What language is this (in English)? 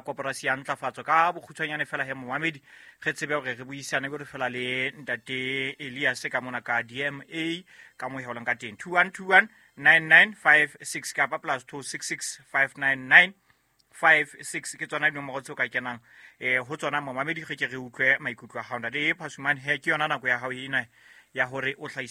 Southern Sotho